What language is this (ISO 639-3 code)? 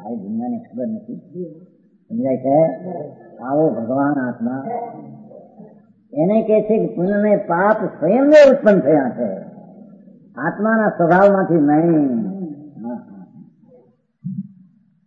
guj